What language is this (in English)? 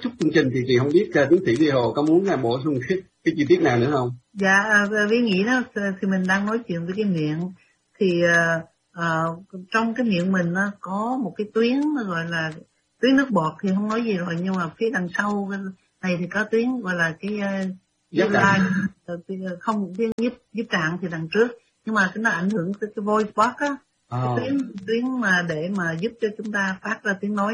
Vietnamese